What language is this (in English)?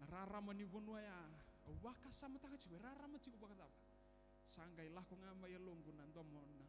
Fijian